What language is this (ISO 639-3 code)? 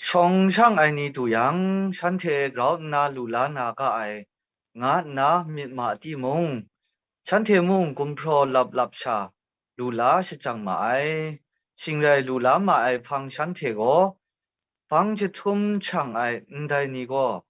kac